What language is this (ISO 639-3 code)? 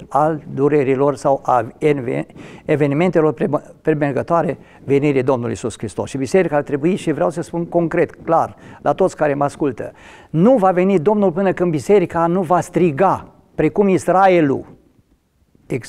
ron